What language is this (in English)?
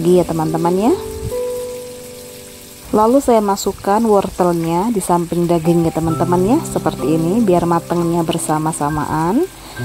Indonesian